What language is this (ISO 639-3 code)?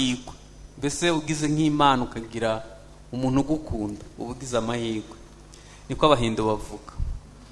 kin